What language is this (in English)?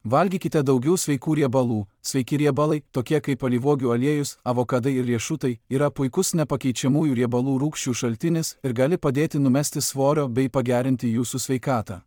Lithuanian